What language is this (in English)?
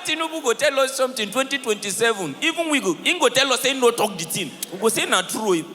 Nigerian Pidgin